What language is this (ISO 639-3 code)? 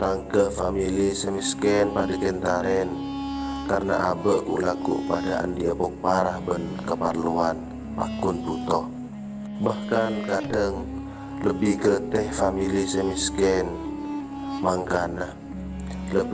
mad